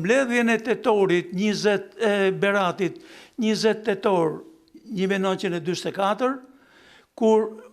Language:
Albanian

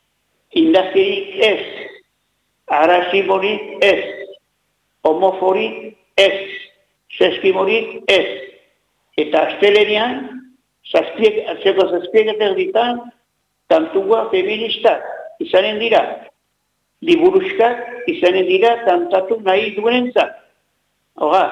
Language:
Basque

